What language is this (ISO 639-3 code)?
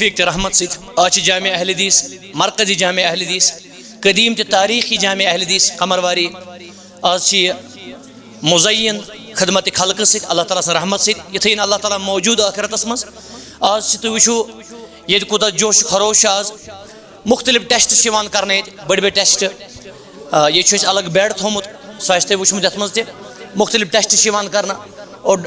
kas